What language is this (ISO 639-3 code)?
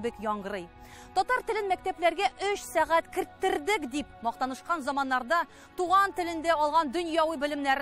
tat